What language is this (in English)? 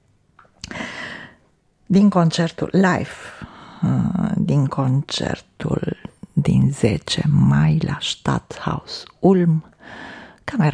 Romanian